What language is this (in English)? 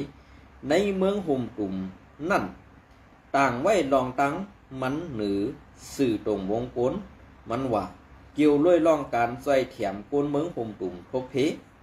Shan